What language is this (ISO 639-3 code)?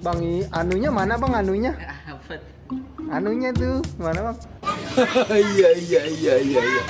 bew